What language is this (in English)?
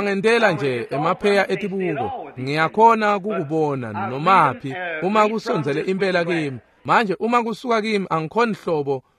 Swati